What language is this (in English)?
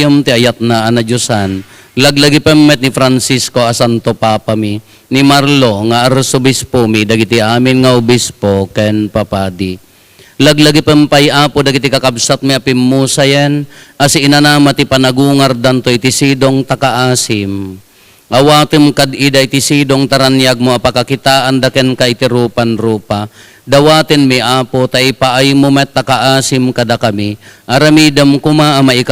Iloko